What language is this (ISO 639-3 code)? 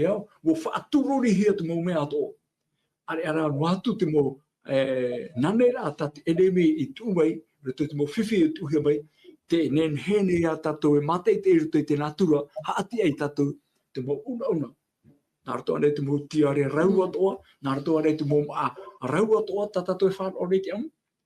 tah